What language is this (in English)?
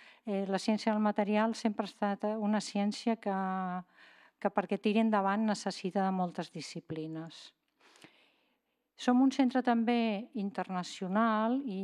Catalan